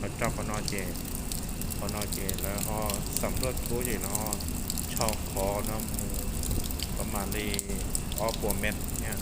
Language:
Hmong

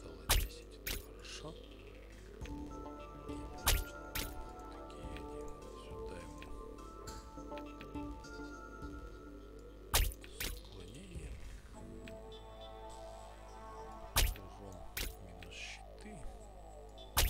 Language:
Russian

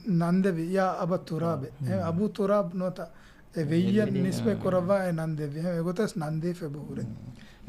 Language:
Divehi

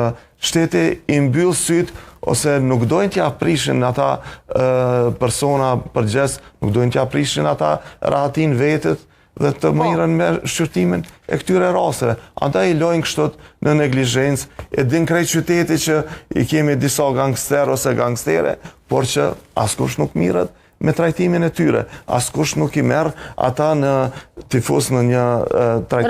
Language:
Albanian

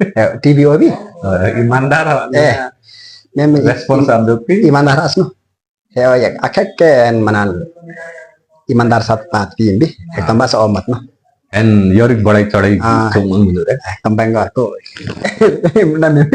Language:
Limbu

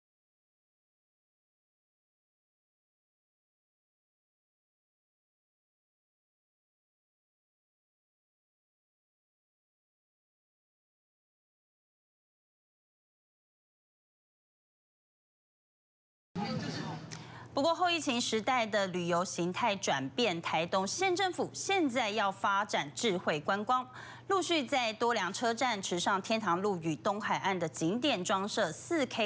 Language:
Chinese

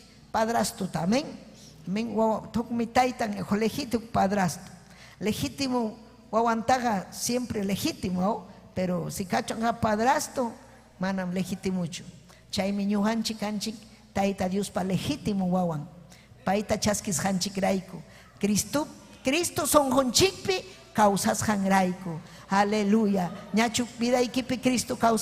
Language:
Ayacucho Quechua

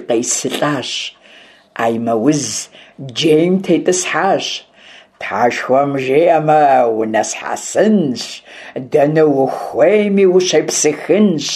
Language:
Kabardian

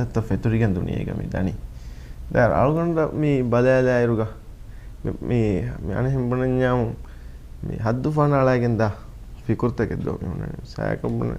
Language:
Divehi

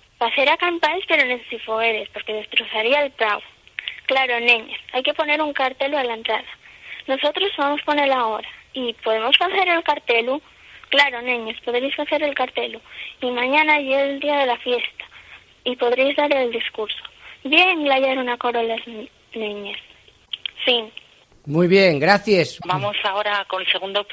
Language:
Asturian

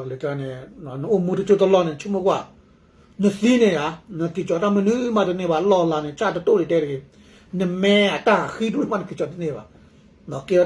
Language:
S'gaw Karen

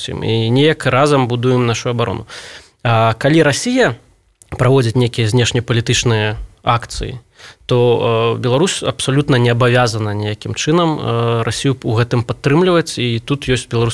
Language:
Belarusian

